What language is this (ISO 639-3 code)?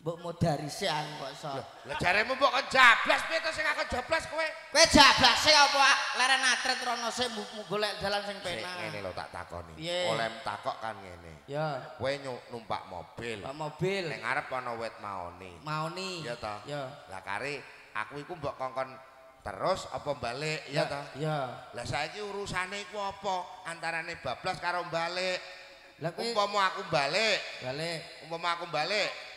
jav